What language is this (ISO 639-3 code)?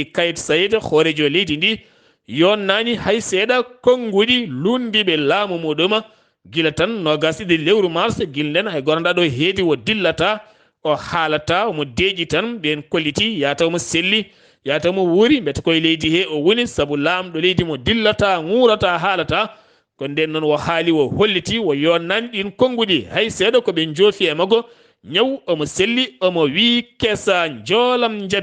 ful